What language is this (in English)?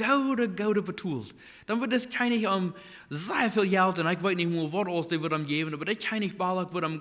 Plautdietsch